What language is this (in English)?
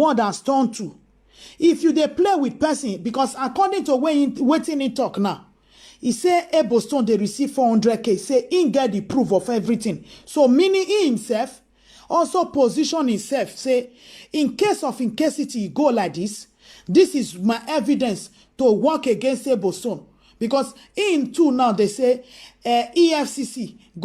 Nigerian Pidgin